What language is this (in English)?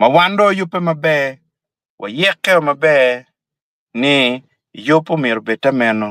Acoli